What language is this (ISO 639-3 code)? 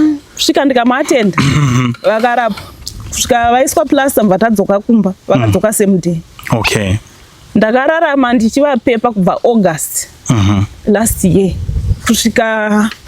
sna